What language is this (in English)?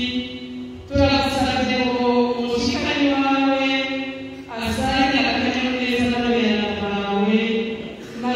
Rundi